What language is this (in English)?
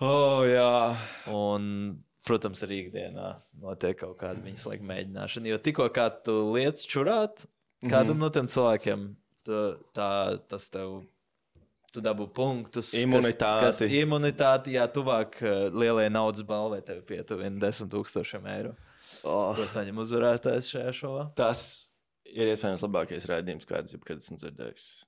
Latvian